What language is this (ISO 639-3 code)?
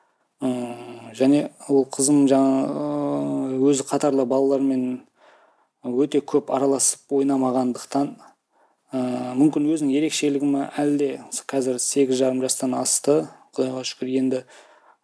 kaz